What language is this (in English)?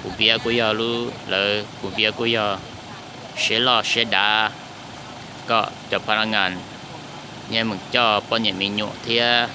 Hmong